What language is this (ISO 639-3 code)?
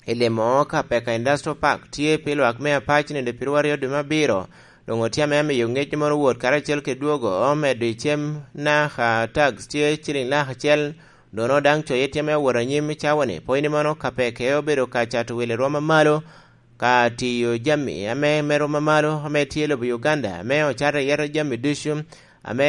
laj